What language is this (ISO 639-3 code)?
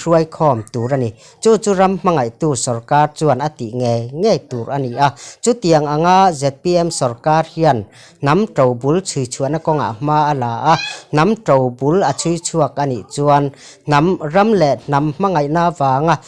lus